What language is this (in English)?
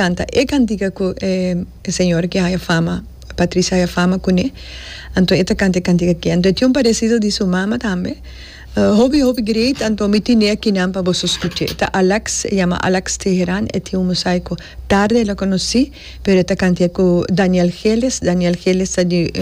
Papiamento